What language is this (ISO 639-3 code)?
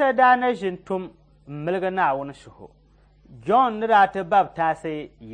dag